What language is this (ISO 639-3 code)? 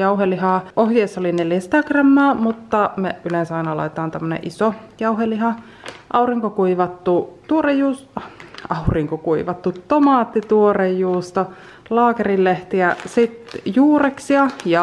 fin